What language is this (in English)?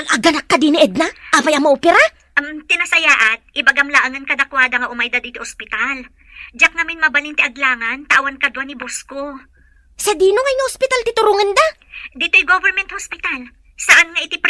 Iloko